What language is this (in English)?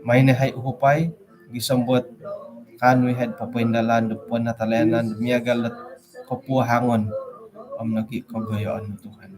Central Dusun